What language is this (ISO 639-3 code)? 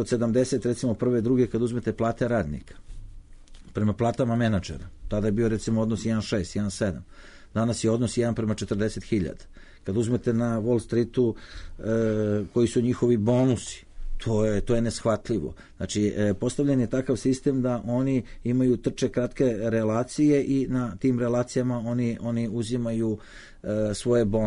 srp